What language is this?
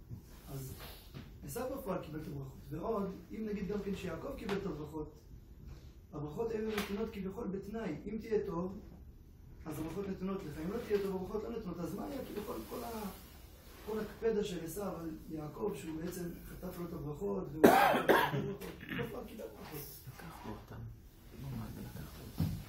Hebrew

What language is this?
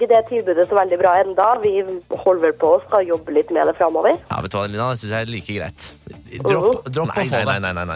Norwegian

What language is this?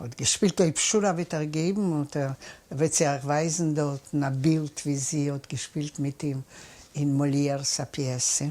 Yiddish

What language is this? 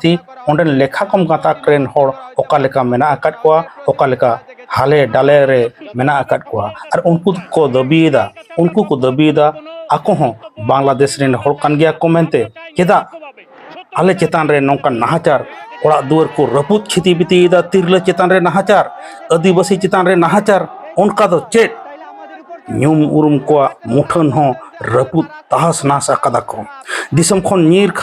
Santali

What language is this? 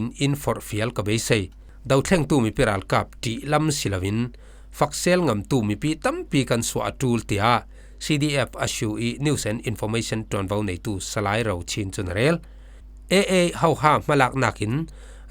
Falam Chin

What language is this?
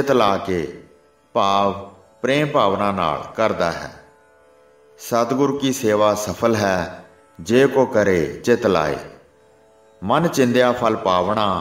Punjabi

